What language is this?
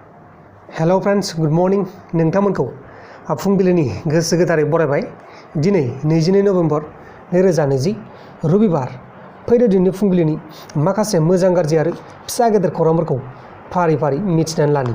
Bodo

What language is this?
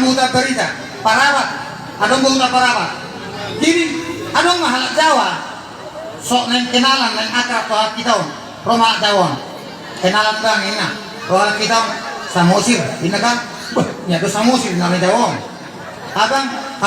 Batak Toba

